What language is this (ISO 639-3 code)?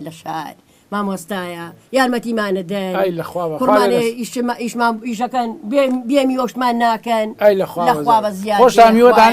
ckb